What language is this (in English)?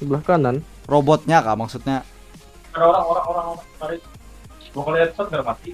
Banjar